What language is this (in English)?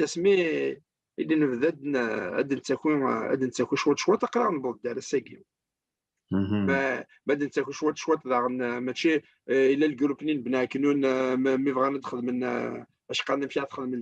Kabyle